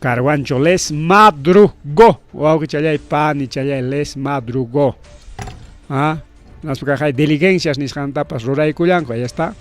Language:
Ayacucho Quechua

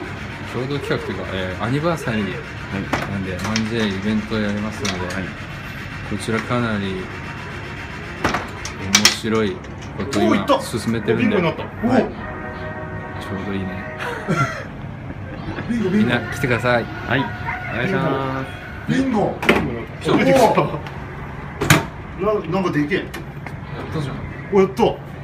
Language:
Japanese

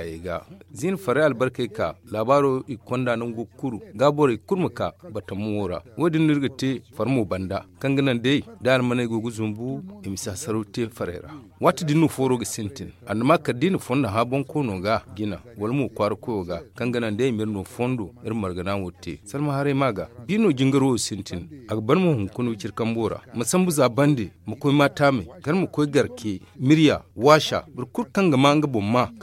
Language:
Zarma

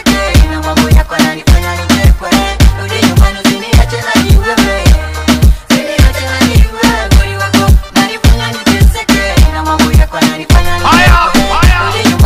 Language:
Swahili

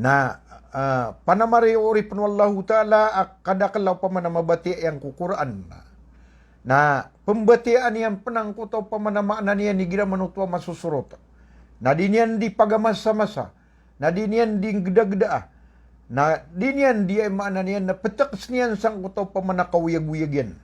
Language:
Maranao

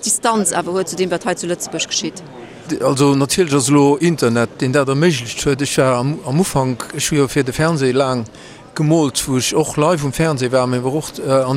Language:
Luxembourgish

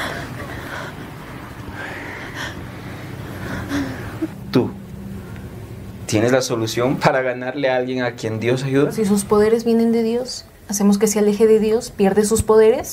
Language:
Spanish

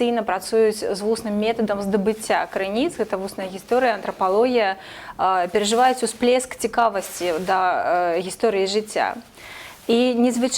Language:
Belarusian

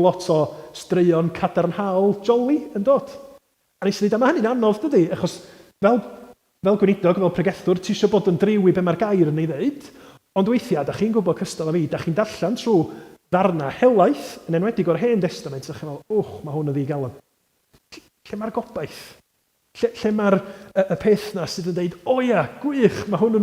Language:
Welsh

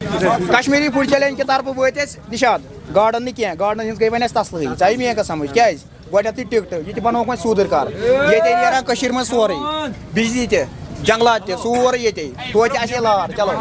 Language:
Kashmiri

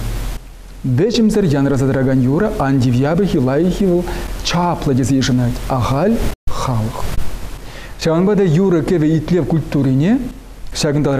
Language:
Chuvash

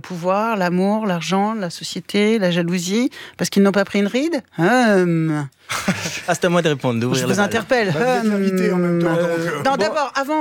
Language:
French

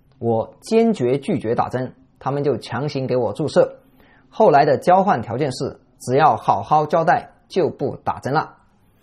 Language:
Chinese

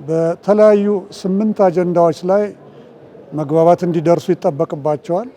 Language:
Amharic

